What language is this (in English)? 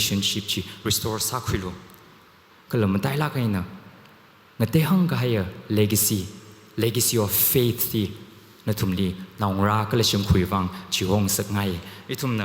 Tangkhul Naga (India)